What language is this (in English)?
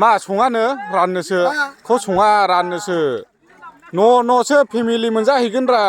Bodo